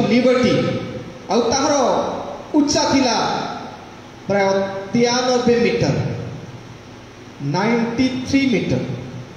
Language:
Odia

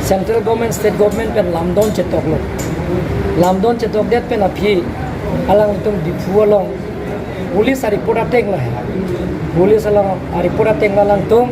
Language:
Karbi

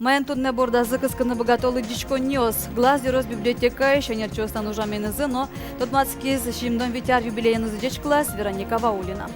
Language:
Udmurt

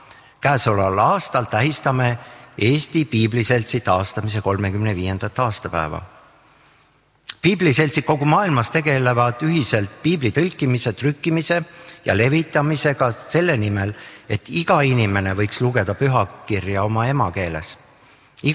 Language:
Estonian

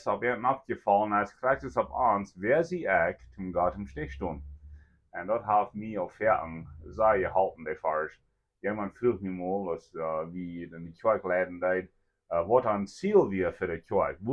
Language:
Plautdietsch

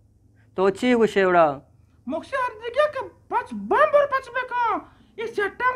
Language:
Eastern Balochi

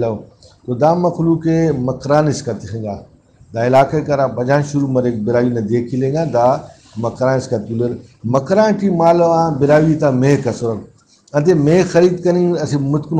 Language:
Brahui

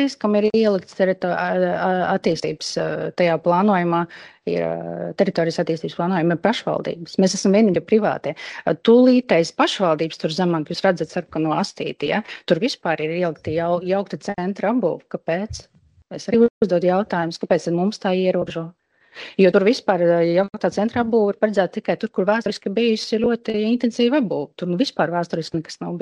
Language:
Latvian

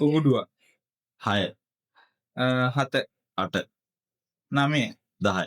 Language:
Sinhala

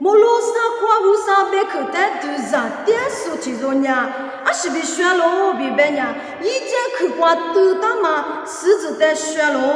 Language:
Lisu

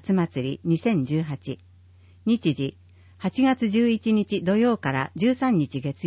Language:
Japanese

